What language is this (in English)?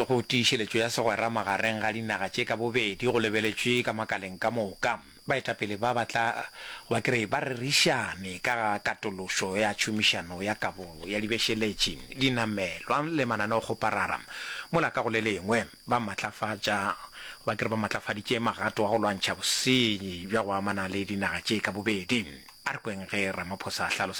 Northern Sotho